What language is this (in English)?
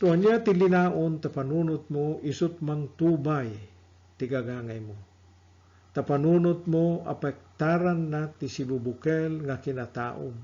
Iloko